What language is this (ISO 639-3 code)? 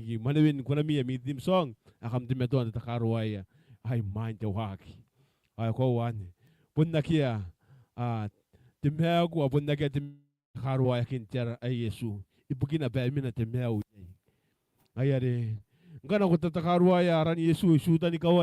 gil